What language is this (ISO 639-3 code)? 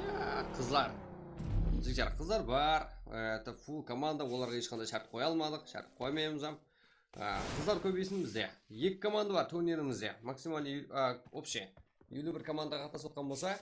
kaa